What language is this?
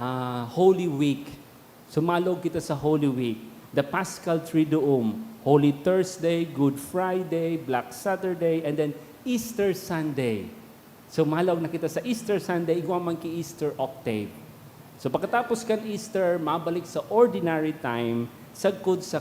Bikol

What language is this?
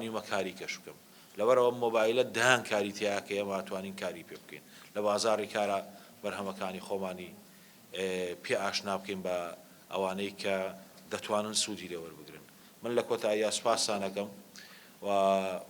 Central Kurdish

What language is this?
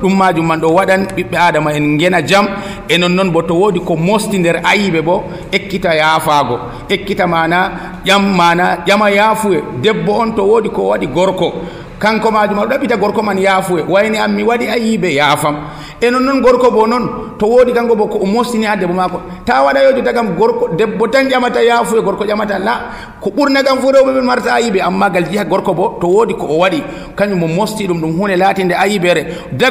Nigerian Fulfulde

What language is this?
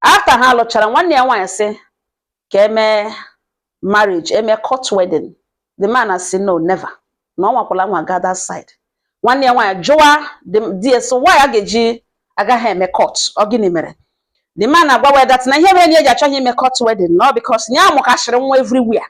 Igbo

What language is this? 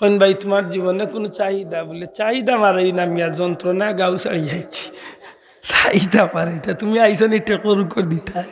Sylheti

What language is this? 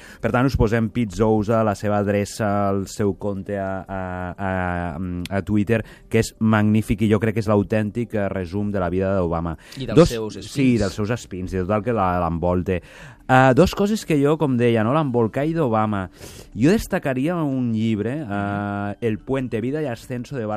Catalan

